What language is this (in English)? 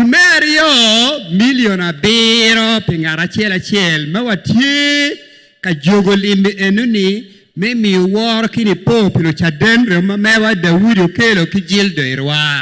Acoli